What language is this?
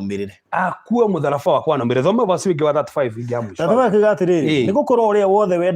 Kikuyu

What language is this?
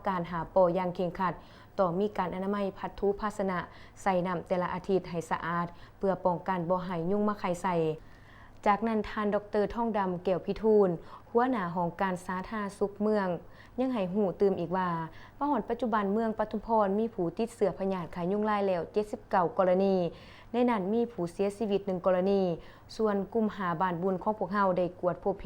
Lao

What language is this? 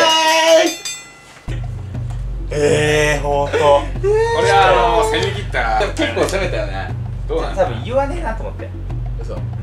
Japanese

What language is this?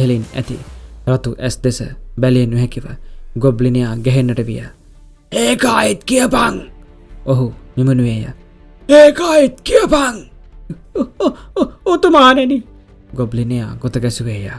Sinhala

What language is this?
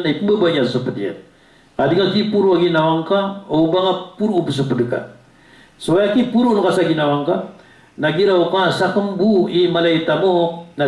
Maranao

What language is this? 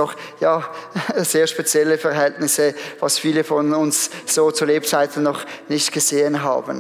Swiss German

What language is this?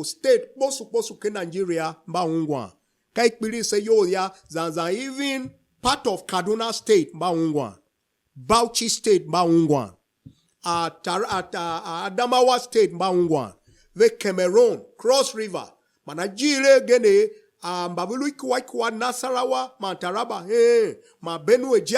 Tiv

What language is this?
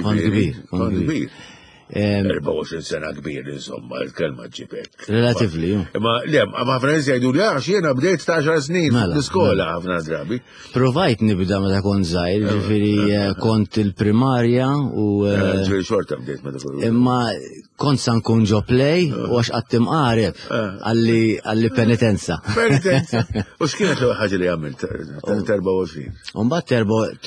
Maltese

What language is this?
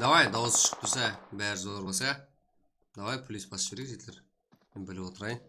Kara-Kalpak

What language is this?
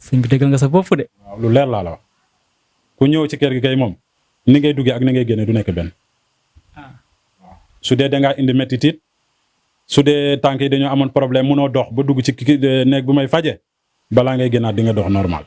Wolof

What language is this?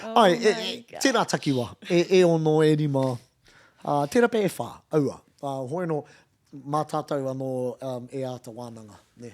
Māori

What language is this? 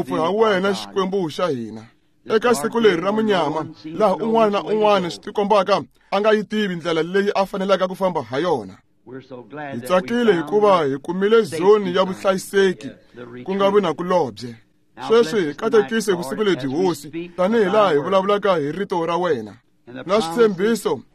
Tsonga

